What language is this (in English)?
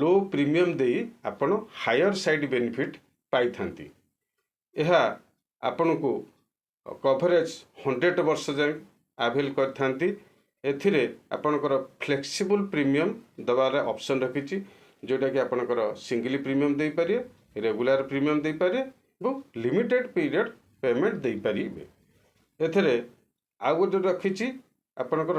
Odia